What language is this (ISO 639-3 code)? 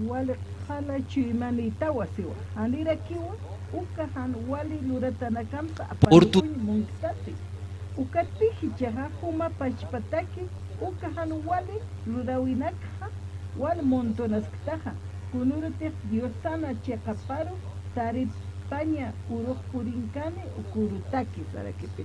aym